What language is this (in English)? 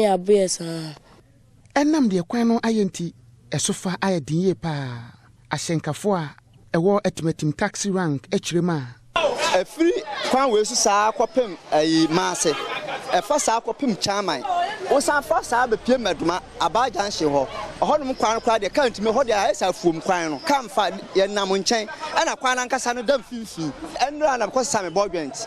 Akan